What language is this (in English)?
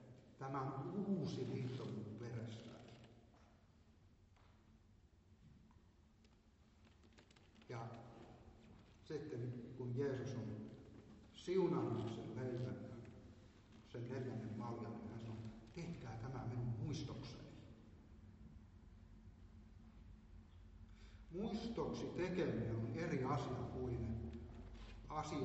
Finnish